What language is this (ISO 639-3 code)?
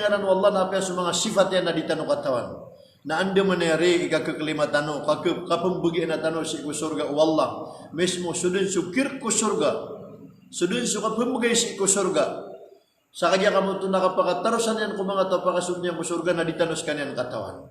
mrw